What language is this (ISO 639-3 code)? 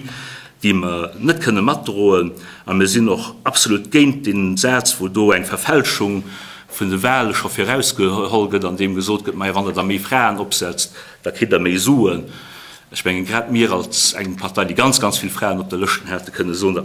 ltz